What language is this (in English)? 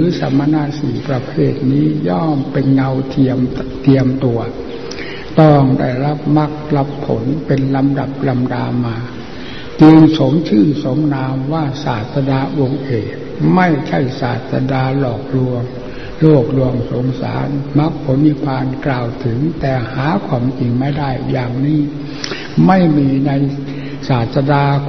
Thai